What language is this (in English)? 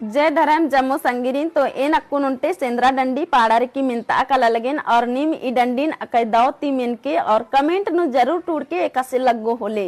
Kurukh